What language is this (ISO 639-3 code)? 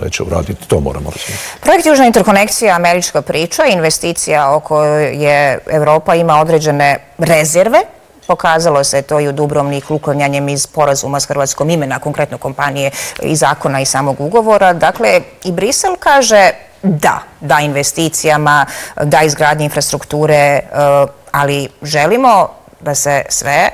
bos